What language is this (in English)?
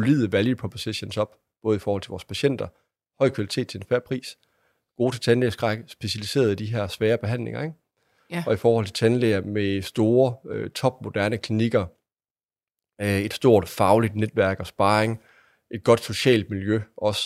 Danish